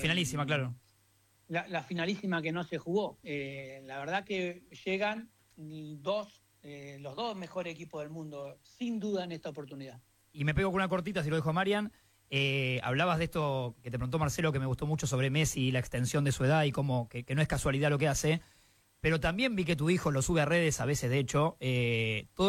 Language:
Spanish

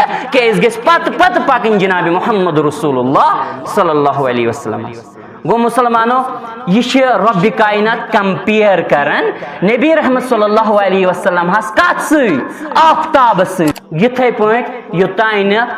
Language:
Kashmiri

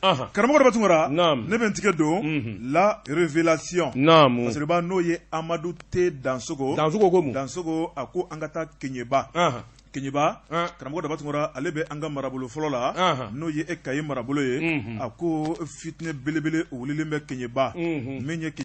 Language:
Bambara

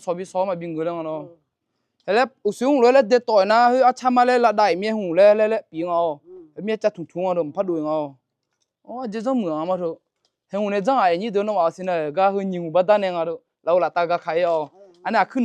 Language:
Akha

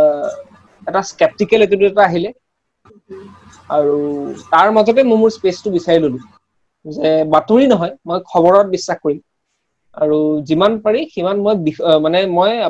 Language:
Assamese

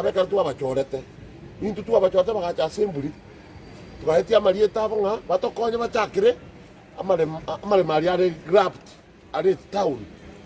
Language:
Gusii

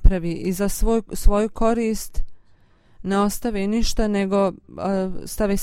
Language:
Bosnian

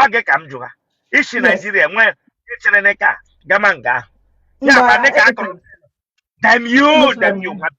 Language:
Igbo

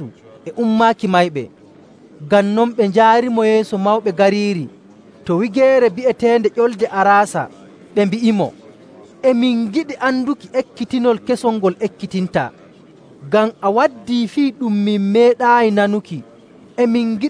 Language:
Nigerian Fulfulde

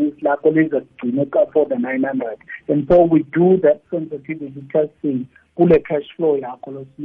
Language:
South Ndebele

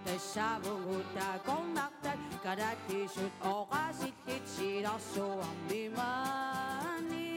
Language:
Kalaallisut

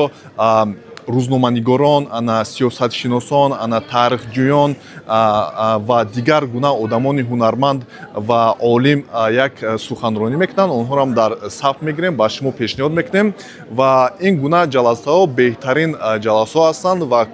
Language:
Tajik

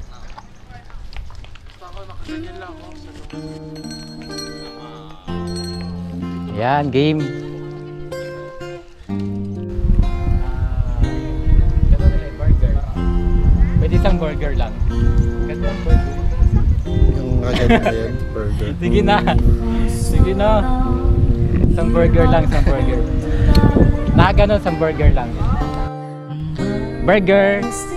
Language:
Filipino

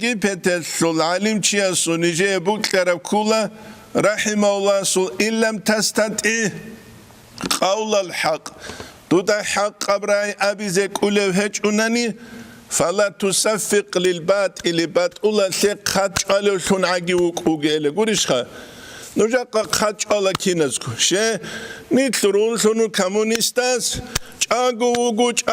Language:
Avaric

